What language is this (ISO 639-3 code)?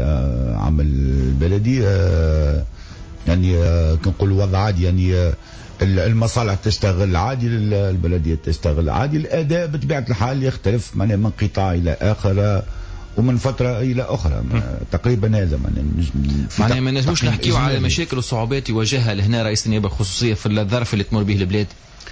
aeb